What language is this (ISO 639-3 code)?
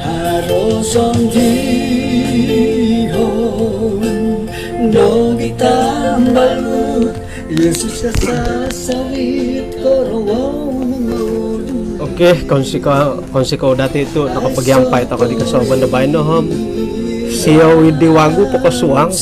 dtp